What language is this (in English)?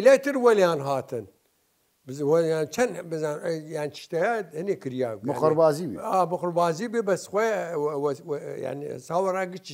Southern Kurdish